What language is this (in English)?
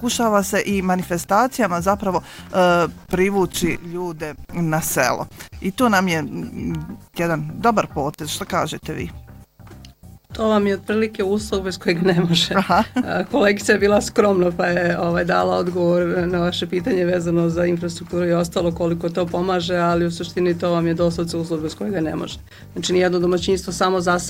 Bosnian